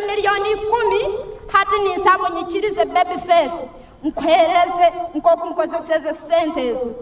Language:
Nyankole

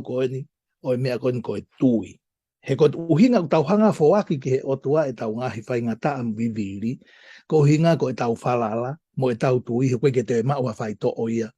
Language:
Tongan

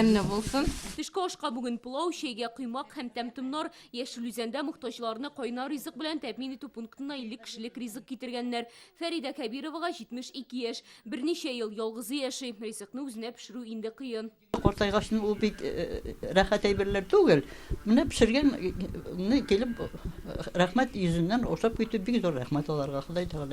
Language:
Tatar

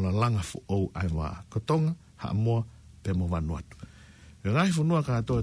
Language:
Tongan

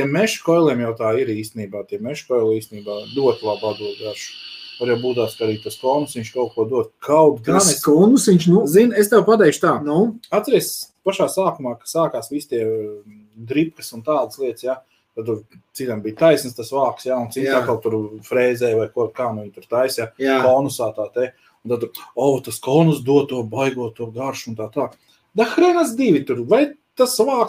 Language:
Latvian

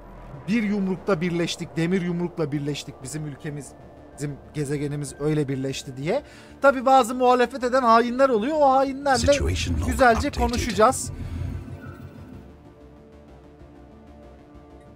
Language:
Turkish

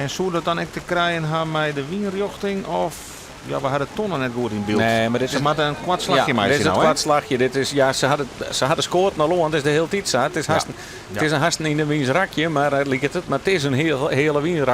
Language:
Western Frisian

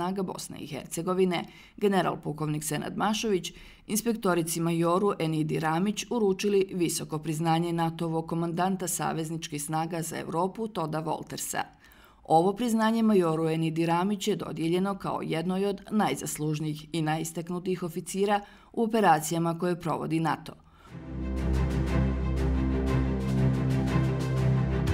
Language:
Bosnian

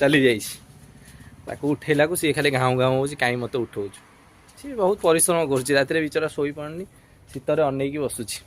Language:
Odia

